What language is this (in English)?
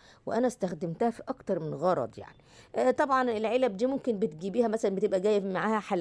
Egyptian Arabic